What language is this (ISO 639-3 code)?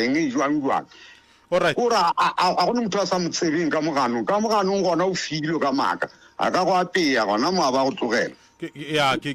nso